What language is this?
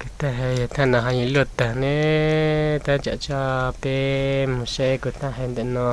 Hmong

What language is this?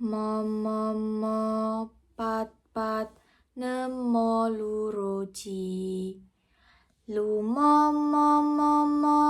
Javanese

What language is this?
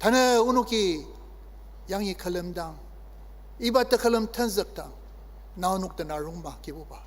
Ao Naga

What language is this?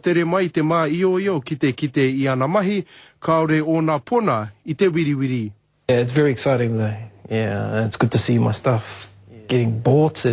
Māori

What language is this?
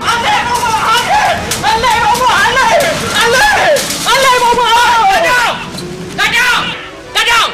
Achinese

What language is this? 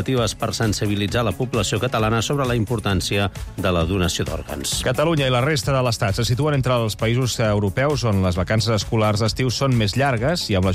Catalan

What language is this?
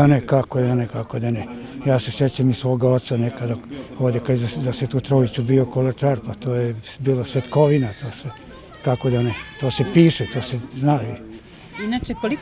Serbian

